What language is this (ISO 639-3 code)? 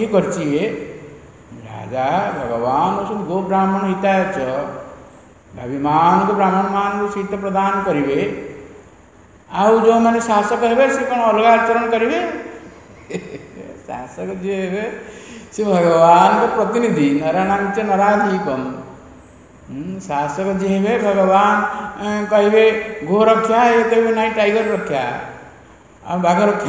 ori